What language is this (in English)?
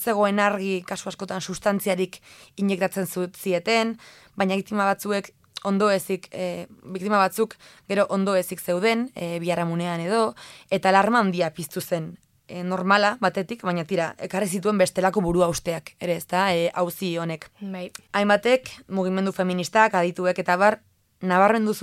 Basque